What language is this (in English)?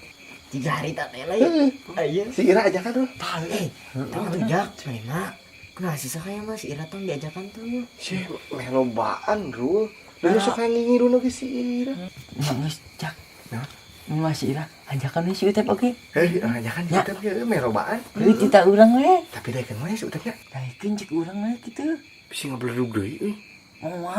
Sundanese